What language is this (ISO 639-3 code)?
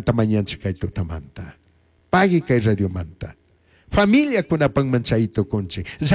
qug